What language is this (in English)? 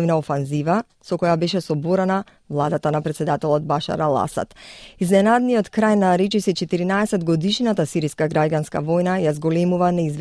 Macedonian